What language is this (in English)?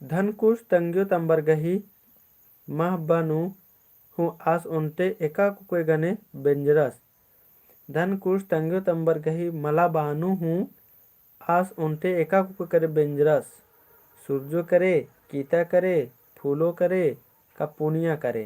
Kurukh